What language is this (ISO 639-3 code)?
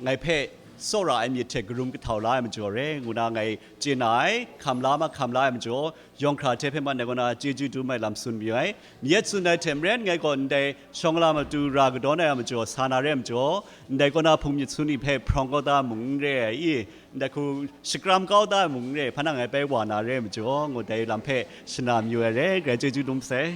kac